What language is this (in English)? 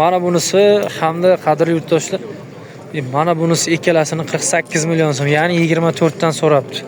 Uzbek